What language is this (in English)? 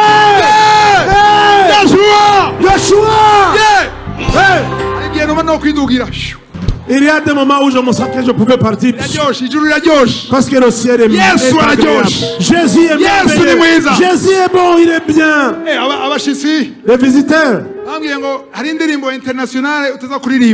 Kinyarwanda